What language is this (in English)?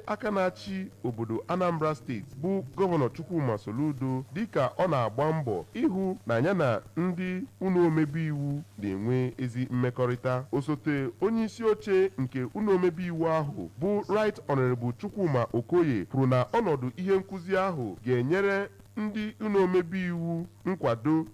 Igbo